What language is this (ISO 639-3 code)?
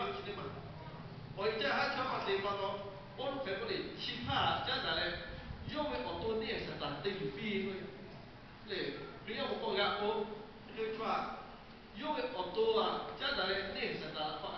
lhu